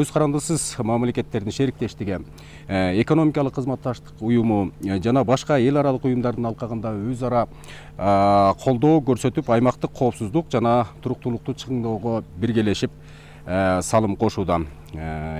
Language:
Kyrgyz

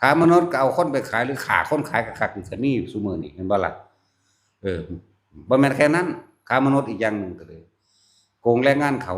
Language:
Northeastern Thai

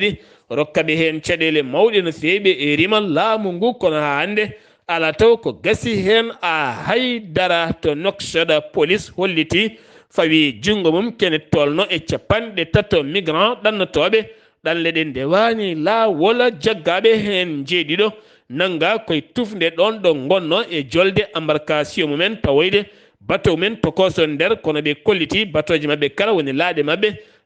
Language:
Fula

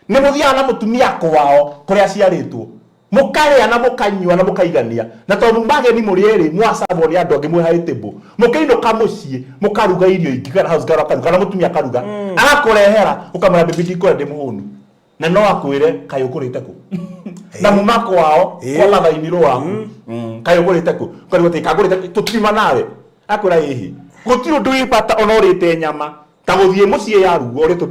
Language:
Kikuyu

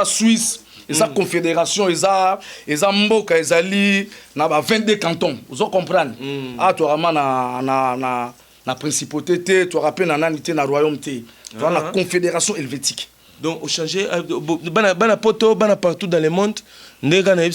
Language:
Lingala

